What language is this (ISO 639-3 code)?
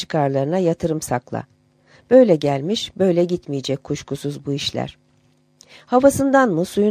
tur